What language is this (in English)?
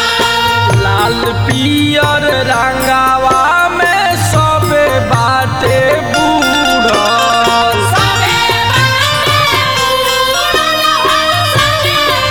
Bhojpuri